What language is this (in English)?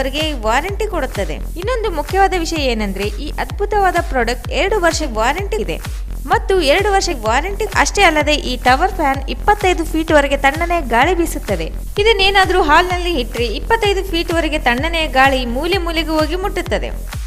Kannada